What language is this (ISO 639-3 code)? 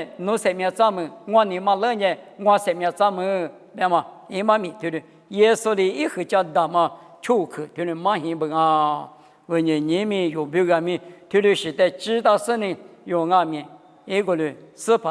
lis